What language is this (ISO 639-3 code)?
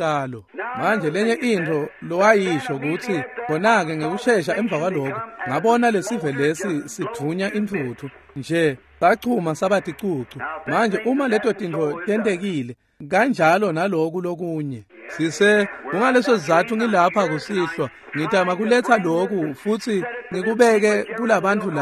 ssw